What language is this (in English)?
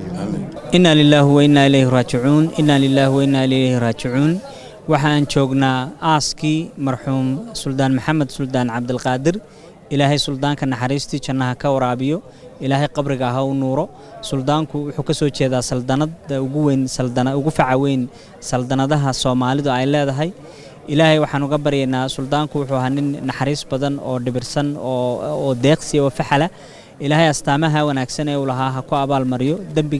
Somali